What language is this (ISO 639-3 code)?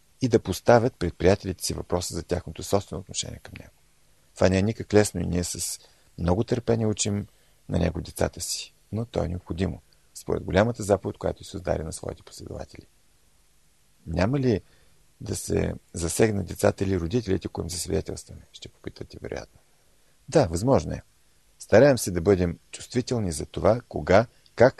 bul